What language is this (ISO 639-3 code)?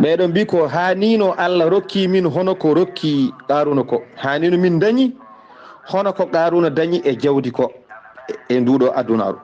ful